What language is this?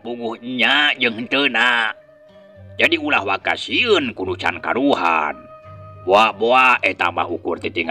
Sundanese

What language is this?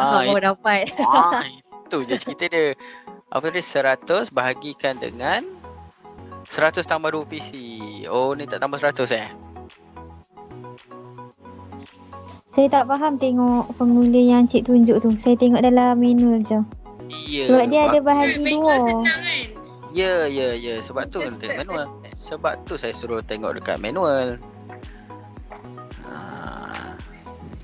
Malay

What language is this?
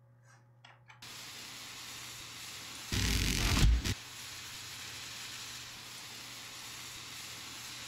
Russian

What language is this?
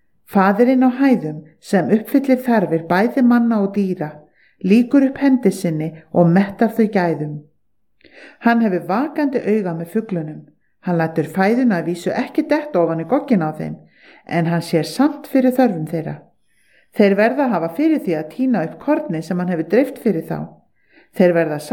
Icelandic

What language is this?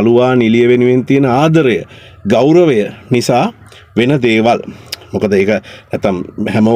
Sinhala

